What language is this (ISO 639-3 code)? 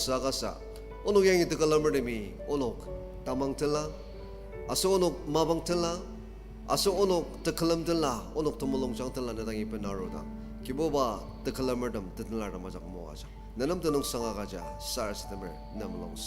njo